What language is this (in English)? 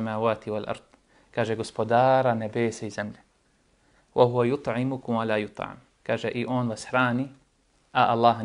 Bosnian